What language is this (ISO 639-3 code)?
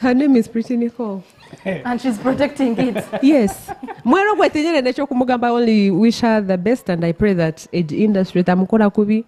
nyn